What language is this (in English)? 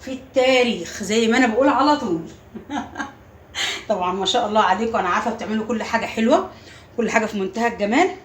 Egyptian Arabic